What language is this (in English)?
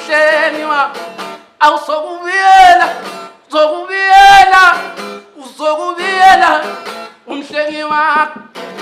Zulu